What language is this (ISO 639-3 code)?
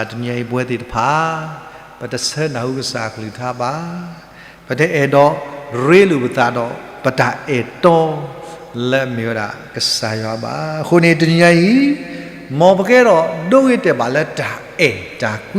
ksw